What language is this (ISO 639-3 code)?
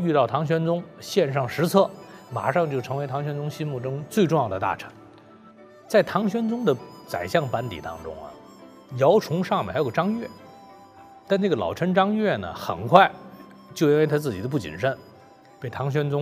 zho